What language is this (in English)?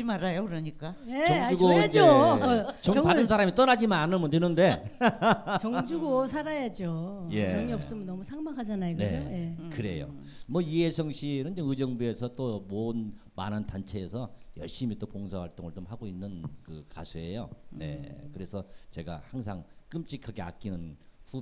Korean